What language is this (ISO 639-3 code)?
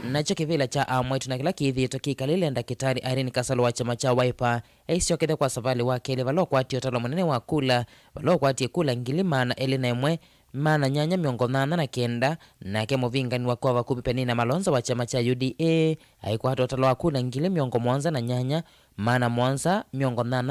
kam